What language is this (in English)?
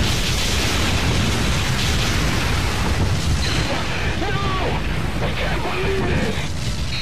English